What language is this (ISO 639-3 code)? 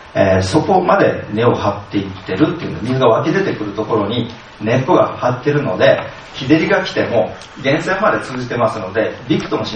jpn